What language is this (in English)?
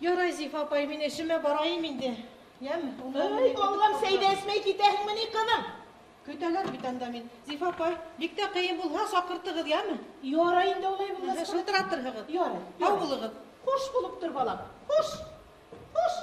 Bashkir